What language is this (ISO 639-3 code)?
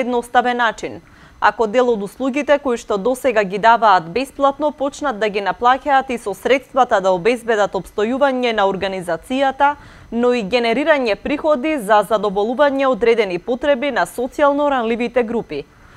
mkd